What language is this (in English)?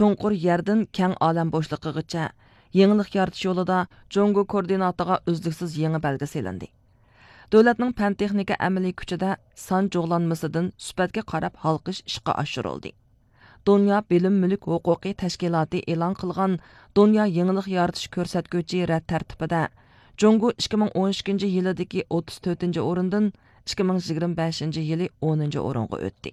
Uyghur